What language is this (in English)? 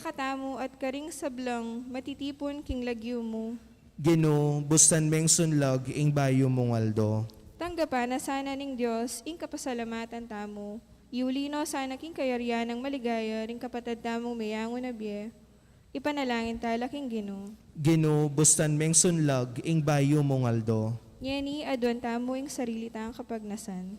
Pampanga